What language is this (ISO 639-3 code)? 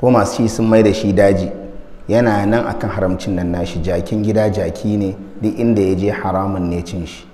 hau